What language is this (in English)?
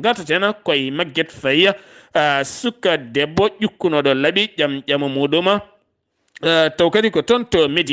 Fula